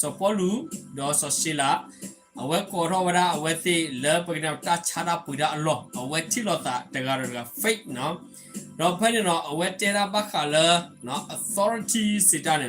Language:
S'gaw Karen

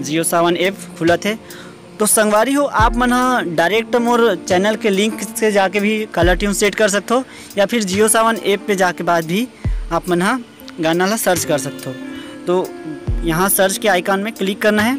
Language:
Chhattisgarhi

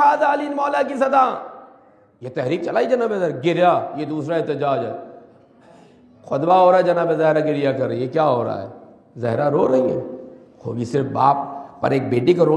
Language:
Urdu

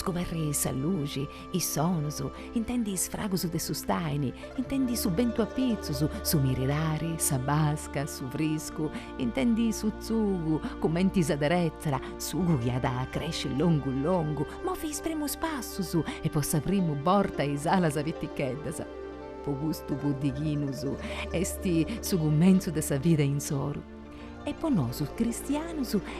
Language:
Sardinian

